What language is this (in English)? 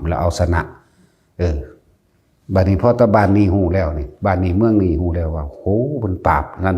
Northeastern Thai